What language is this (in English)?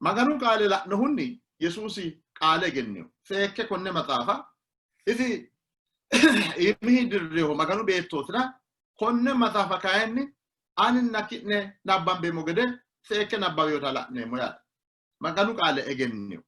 Sidamo